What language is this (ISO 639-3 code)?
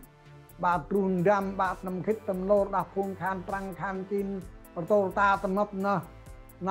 cmo